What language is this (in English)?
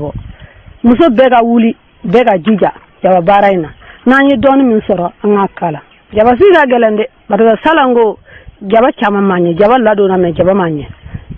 Bambara